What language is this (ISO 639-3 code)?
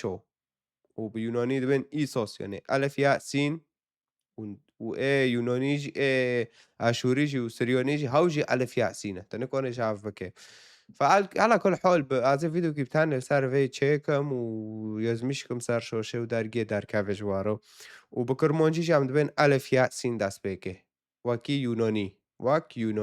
kur